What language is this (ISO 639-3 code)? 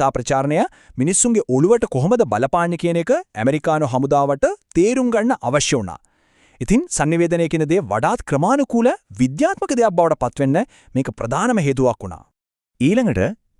sin